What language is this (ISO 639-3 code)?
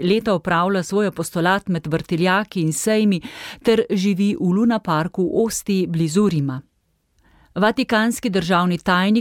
slv